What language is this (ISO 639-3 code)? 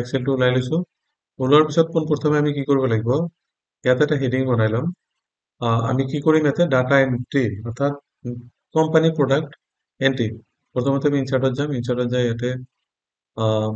asm